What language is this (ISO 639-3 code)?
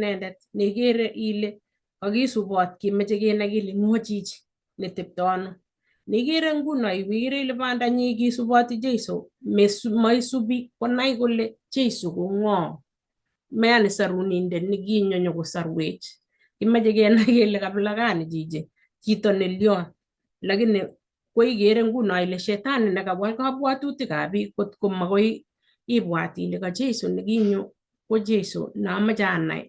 kln